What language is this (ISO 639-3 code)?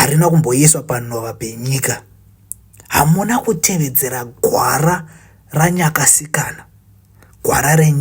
sna